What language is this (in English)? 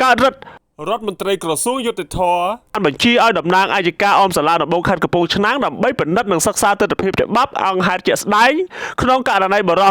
Khmer